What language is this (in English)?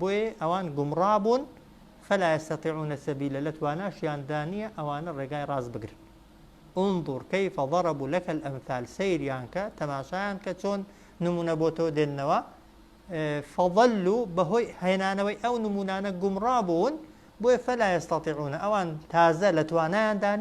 Central Kurdish